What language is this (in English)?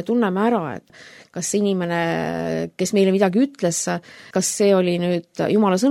Estonian